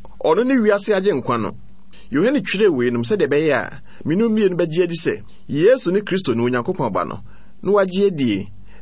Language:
Akan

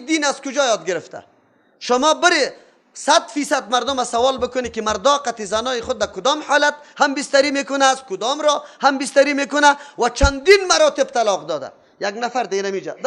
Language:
Persian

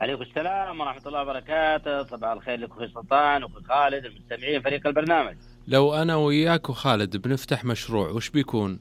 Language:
Najdi Arabic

